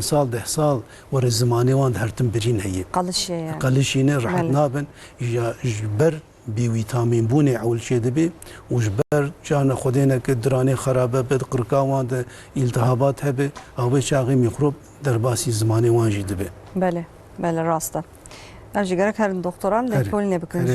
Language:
Kurdish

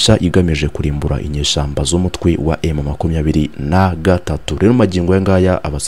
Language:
Kinyarwanda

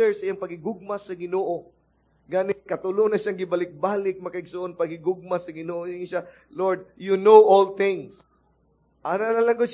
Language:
Cebuano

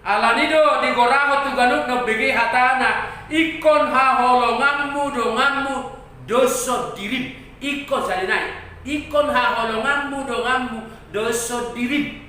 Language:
Batak Toba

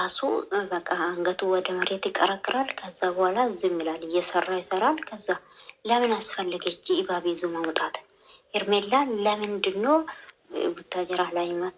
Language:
Amharic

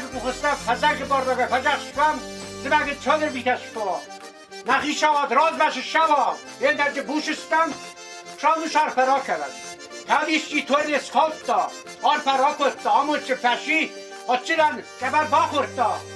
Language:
Ossetic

